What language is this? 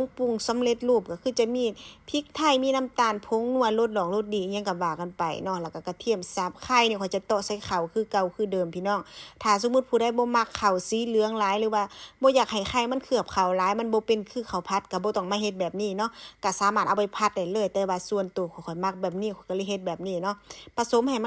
Lao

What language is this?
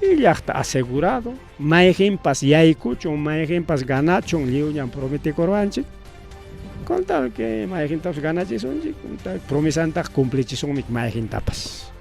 Ayacucho Quechua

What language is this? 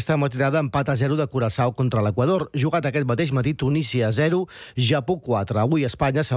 Catalan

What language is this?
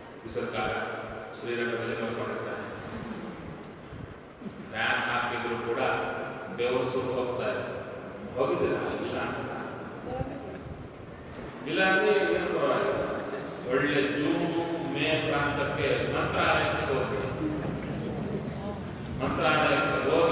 Kannada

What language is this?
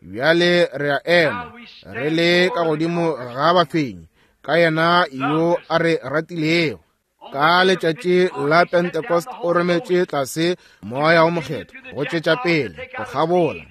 Northern Sotho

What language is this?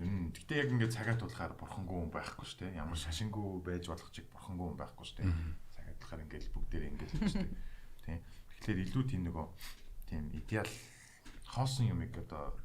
Mongolian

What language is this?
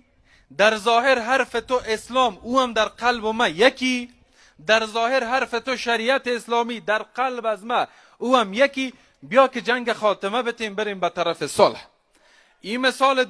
Persian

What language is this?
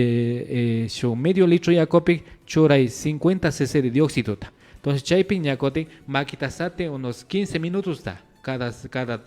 Imbabura Highland Quichua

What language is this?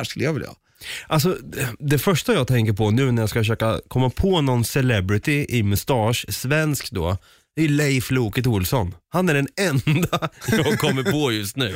Swedish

